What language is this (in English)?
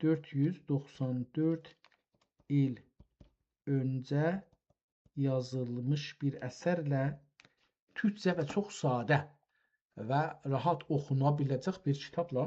South Azerbaijani